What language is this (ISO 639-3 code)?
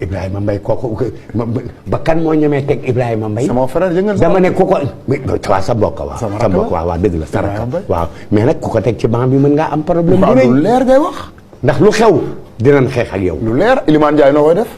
wol